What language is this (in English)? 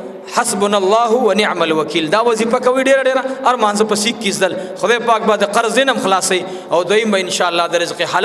Pashto